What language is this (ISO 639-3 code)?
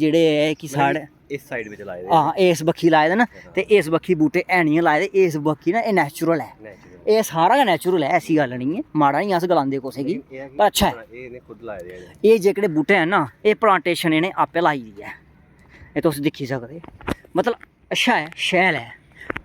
doi